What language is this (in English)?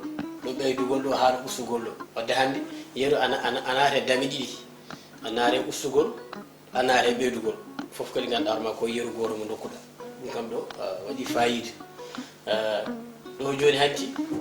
Fula